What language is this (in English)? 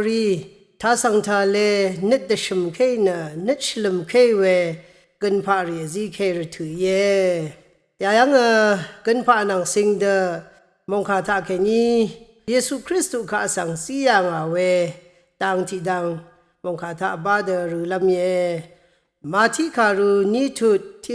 Rawang